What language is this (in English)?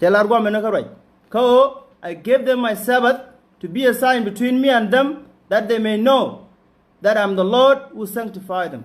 Nuer